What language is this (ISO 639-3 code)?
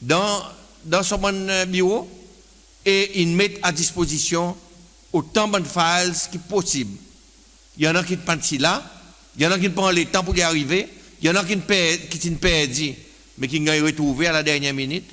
crs